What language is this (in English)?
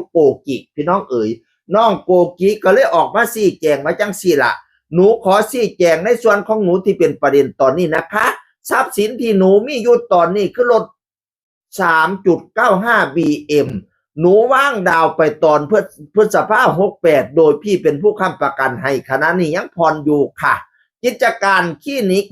Northeastern Thai